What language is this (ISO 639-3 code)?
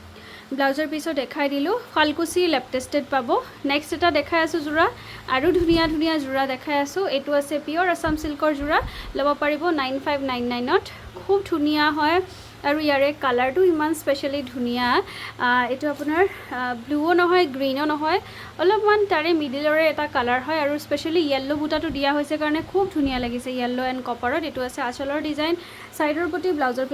asm